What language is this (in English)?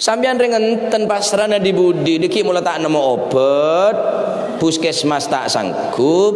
Madurese